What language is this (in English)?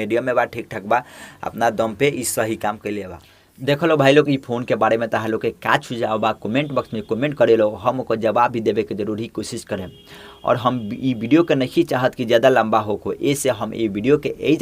Bhojpuri